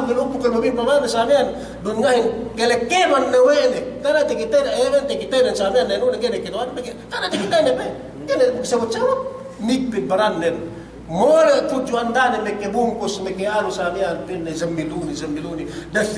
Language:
Yakan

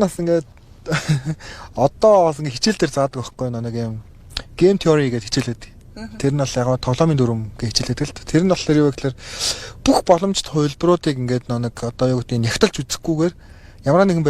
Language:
Mongolian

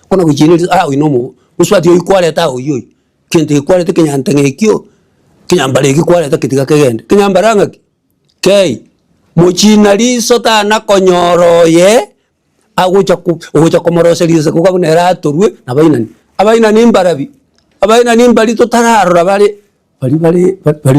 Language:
Gusii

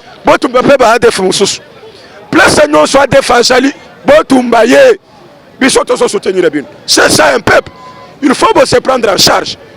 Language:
Lingala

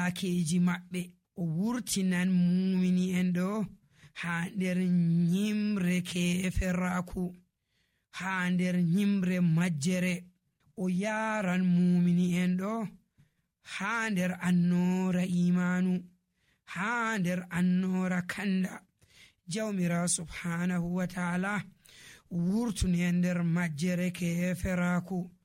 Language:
Nigerian Fulfulde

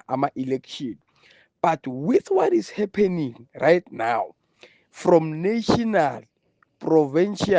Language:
Zulu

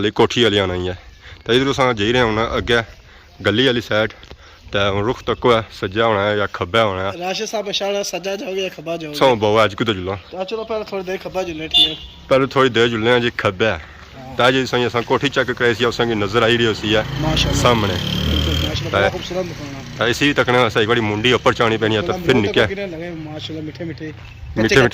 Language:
Pahari-Potwari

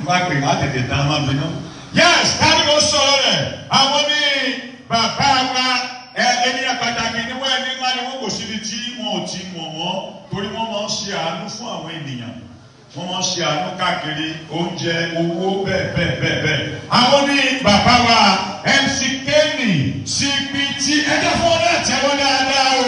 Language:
Yoruba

